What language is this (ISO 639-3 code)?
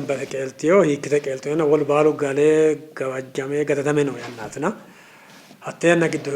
sid